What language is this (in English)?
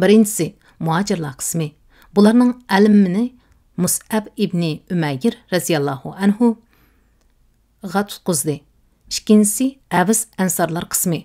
Uyghur